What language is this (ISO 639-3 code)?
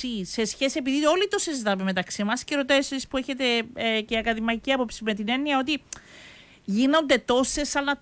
ell